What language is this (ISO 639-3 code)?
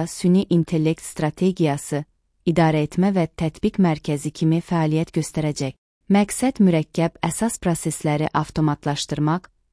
aze